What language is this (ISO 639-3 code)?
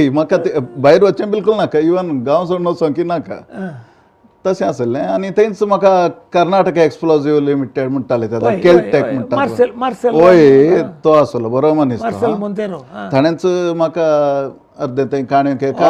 kok